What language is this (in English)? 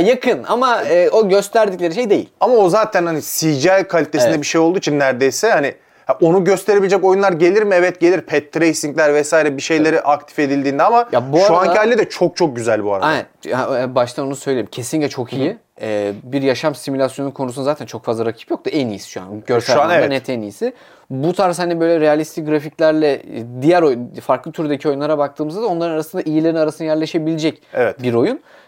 Turkish